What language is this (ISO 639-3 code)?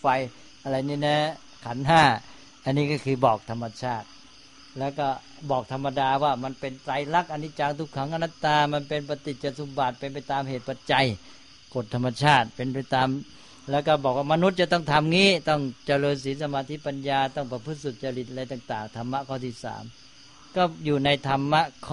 tha